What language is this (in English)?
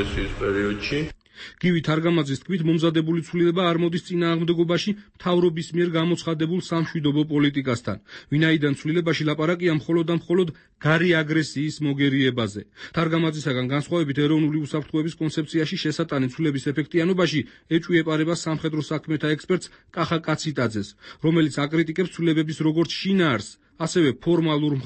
Georgian